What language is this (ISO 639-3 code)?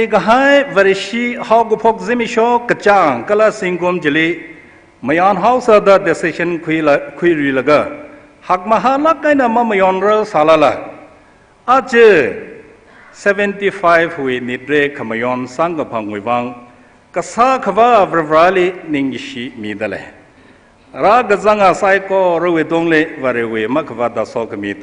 nmf